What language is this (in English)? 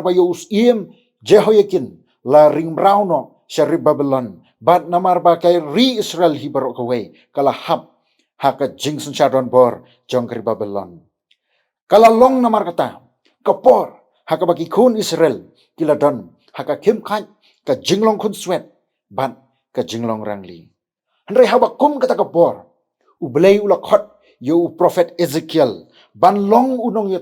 Khasi